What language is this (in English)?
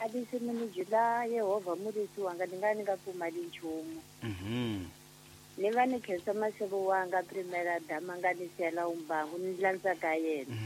Tsonga